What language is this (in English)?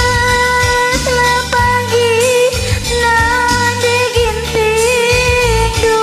Batak Karo